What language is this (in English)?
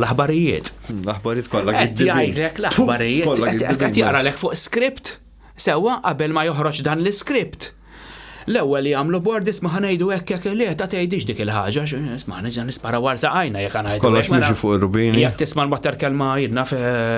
Maltese